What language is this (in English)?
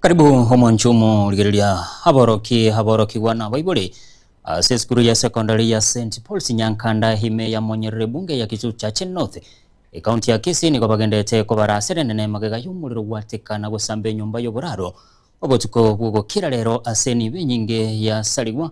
Gusii